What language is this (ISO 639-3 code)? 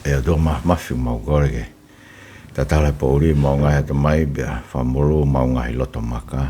ton